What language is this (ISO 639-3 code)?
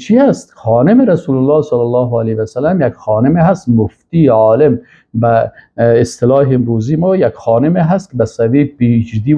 fas